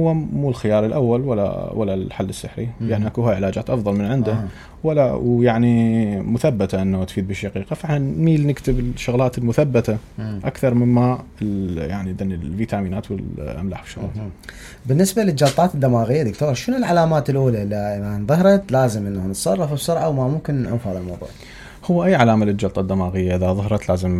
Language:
Mesopotamian Arabic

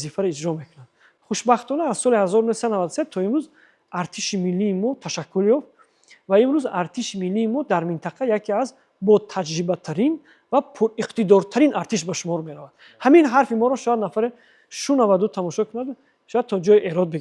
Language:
Tajik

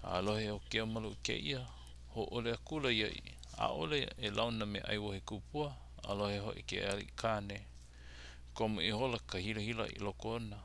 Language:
Hawaiian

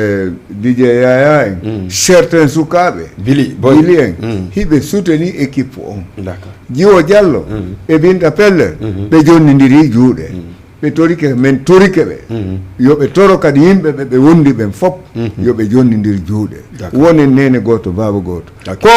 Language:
Fula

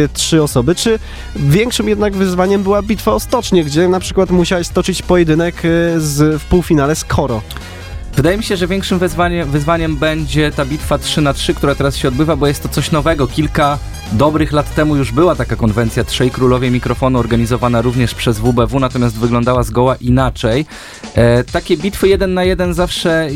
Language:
Polish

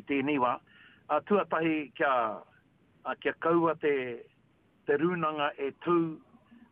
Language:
Māori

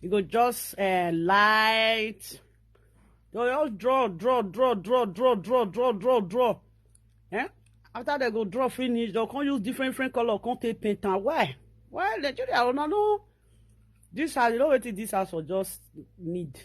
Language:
Nigerian Pidgin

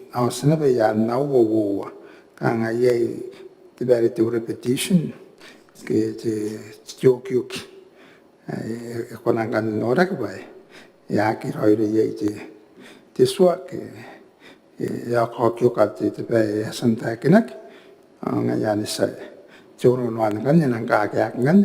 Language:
Gilbertese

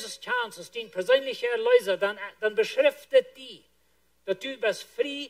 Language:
Plautdietsch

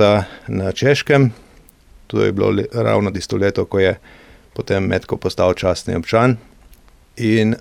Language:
Slovenian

